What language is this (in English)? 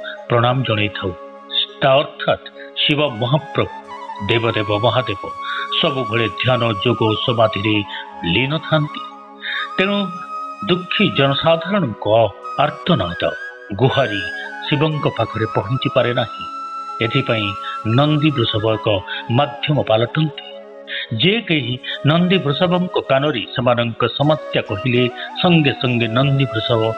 Odia